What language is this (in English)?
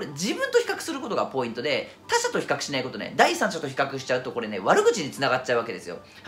Japanese